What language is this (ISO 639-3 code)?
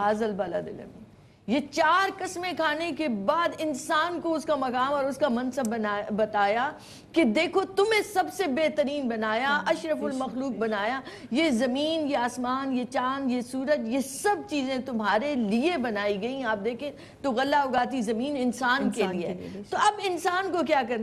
urd